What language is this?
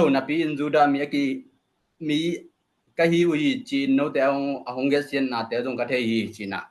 Tedim Chin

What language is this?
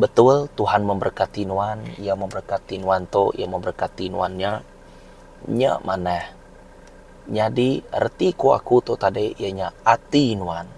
Iban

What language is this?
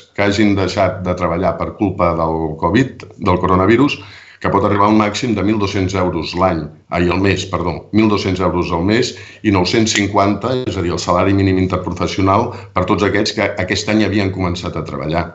Catalan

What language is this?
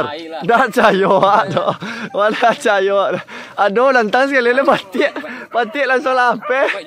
Minangkabau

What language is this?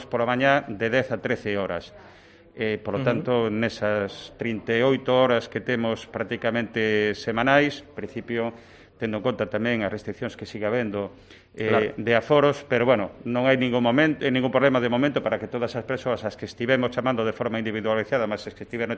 Galician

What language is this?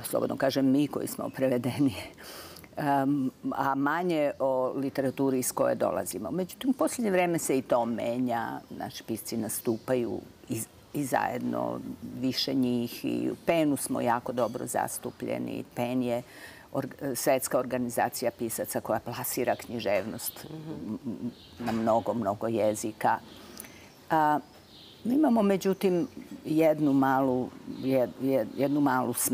Serbian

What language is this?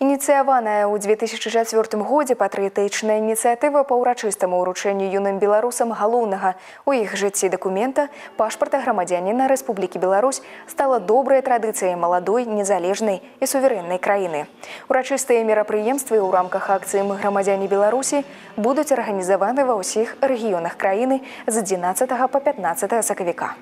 Belarusian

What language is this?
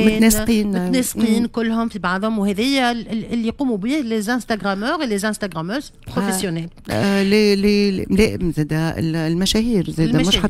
Tunisian Arabic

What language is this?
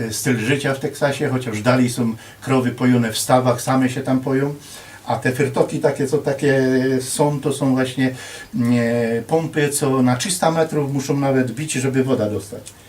Silesian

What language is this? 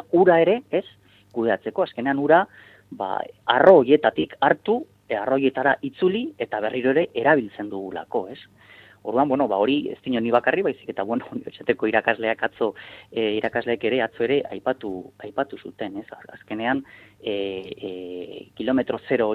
Basque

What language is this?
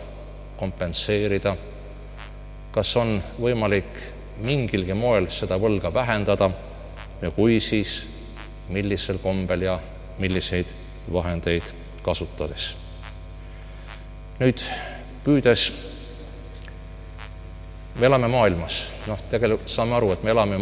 Estonian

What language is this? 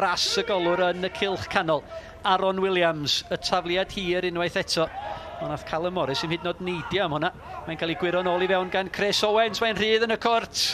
Welsh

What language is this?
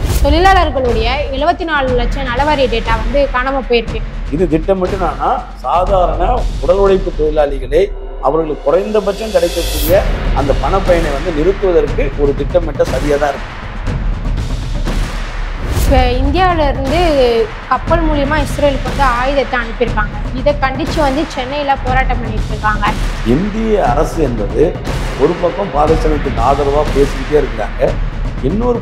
Tamil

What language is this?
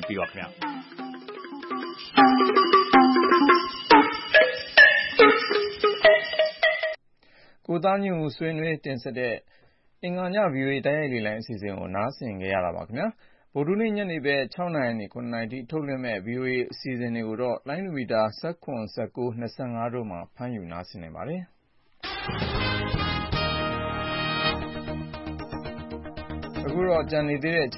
Burmese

